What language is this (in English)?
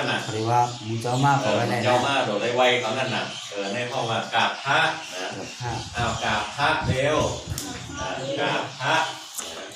Shan